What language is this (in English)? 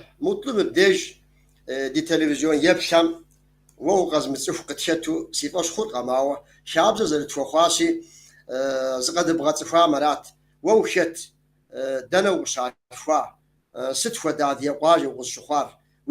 Kabardian